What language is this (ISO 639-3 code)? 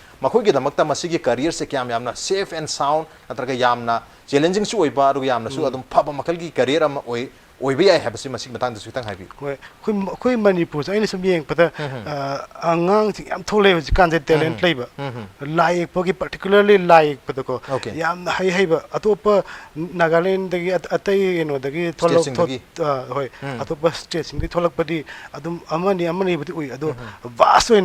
mni